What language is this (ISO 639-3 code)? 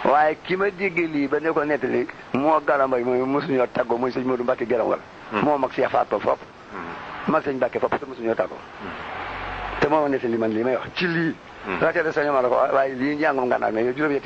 wol